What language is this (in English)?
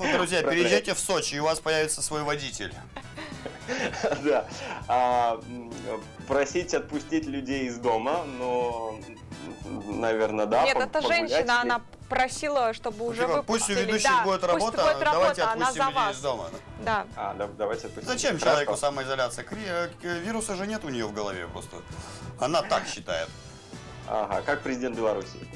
Russian